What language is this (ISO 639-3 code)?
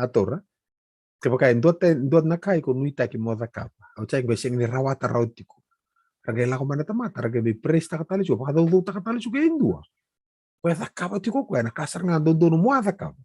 fij